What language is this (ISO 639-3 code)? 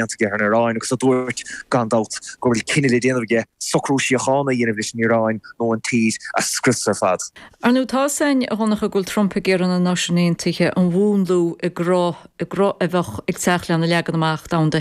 gle